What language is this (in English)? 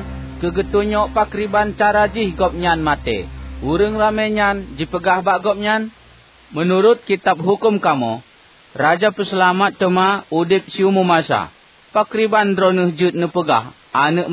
Achinese